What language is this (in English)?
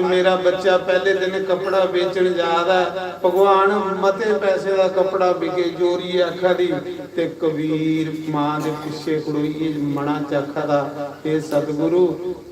Dogri